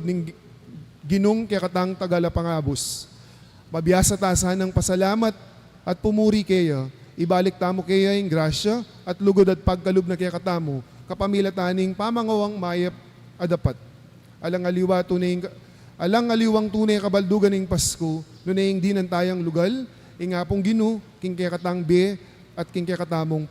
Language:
Pampanga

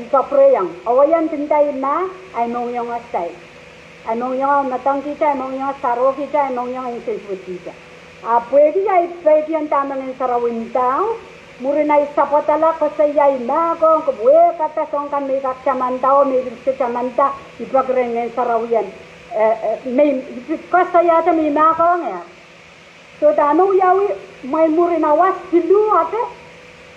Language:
Pohnpeian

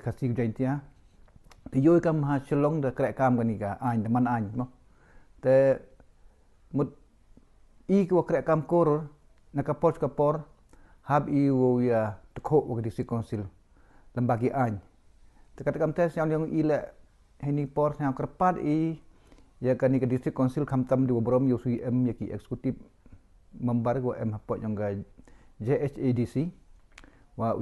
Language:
Pnar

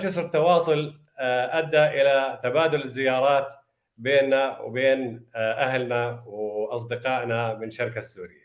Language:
North Levantine Arabic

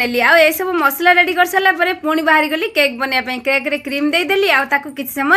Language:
Odia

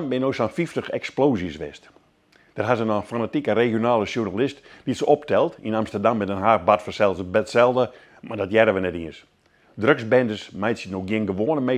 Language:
Western Frisian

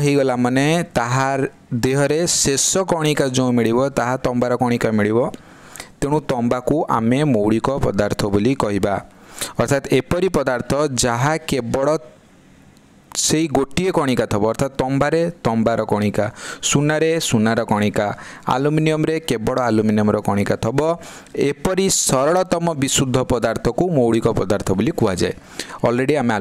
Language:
Odia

